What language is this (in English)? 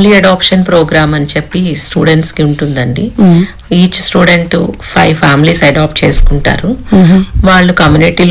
Telugu